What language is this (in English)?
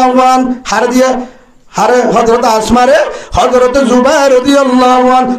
Rohingya